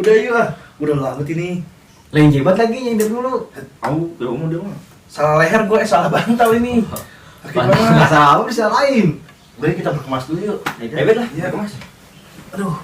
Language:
Betawi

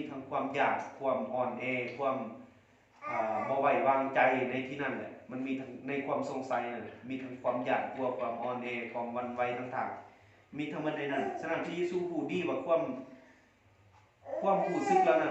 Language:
Lao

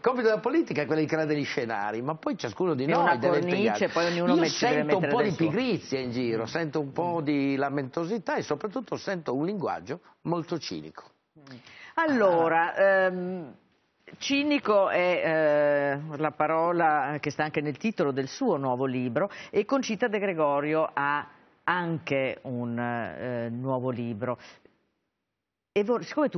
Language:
Italian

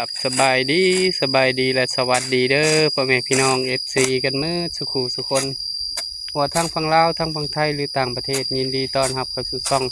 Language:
Lao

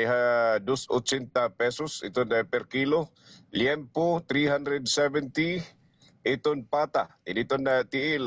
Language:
Waray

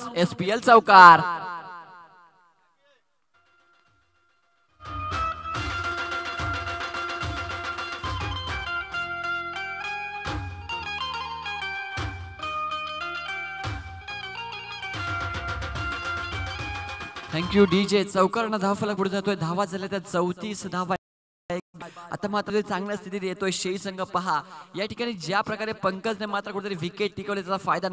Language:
Marathi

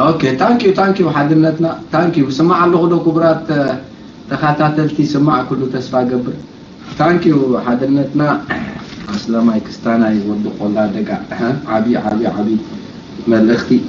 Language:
Tigrinya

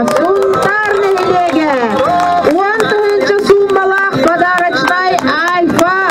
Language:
Yakut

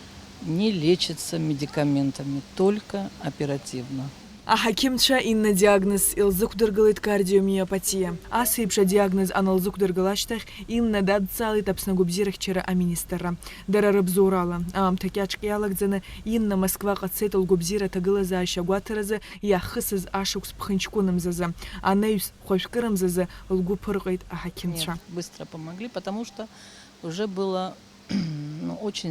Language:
Abkhazian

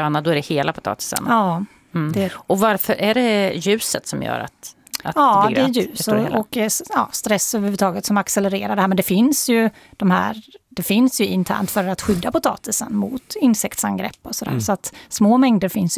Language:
Swedish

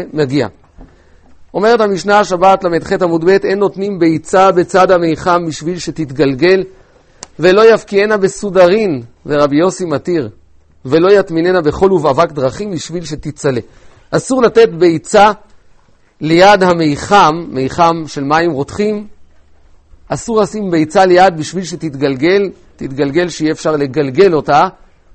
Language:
Hebrew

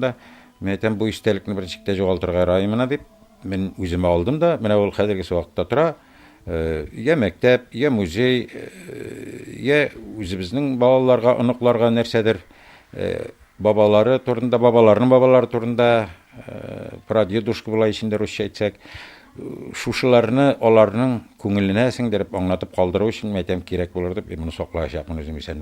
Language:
Tatar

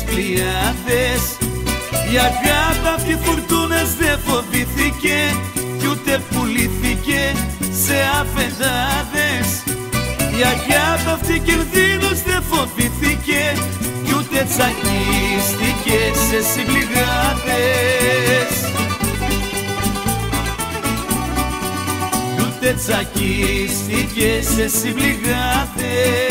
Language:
Greek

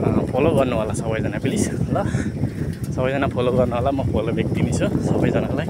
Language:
Nepali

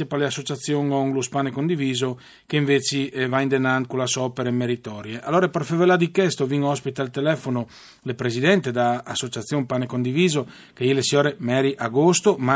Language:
Friulian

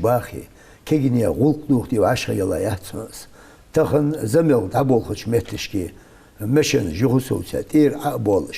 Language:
Ingush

